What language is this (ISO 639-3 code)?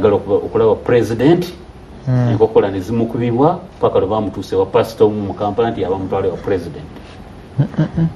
lug